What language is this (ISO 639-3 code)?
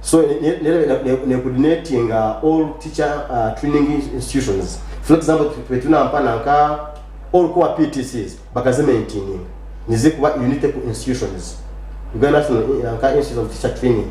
nyn